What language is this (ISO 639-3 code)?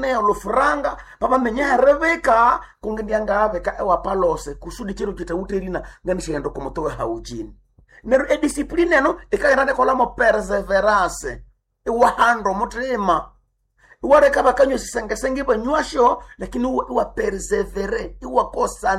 nnb